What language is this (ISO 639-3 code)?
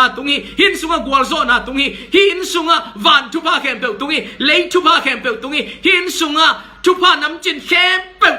ctd